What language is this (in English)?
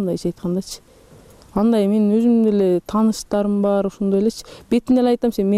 Kyrgyz